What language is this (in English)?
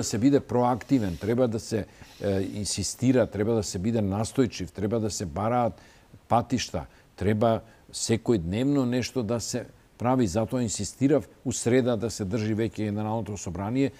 Macedonian